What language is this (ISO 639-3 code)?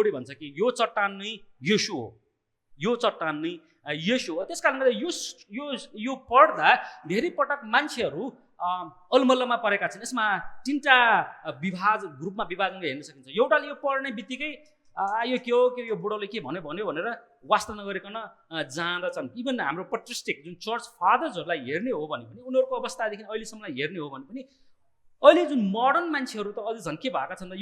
nep